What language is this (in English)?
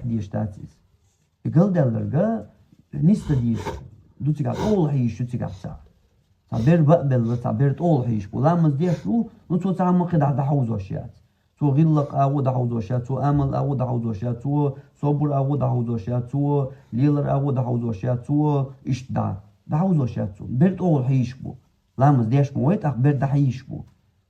Chechen